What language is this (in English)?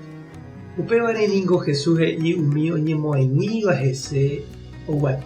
Guarani